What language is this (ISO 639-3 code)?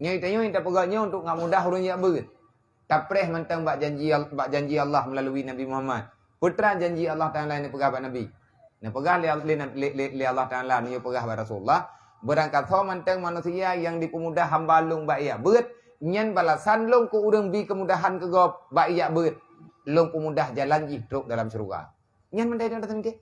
ace